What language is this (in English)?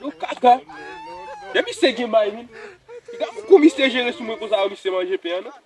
Haitian Creole